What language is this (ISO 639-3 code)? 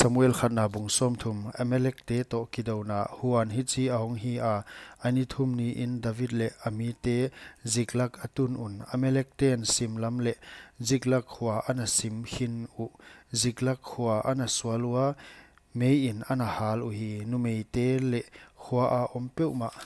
pck